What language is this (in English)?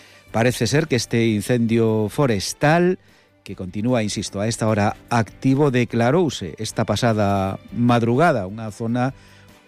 Galician